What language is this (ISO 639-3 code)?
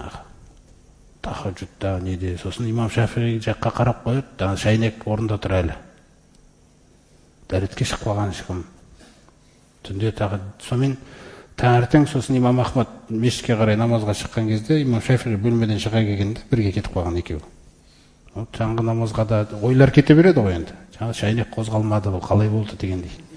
kaz